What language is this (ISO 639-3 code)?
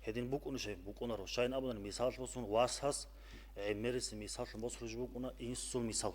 ava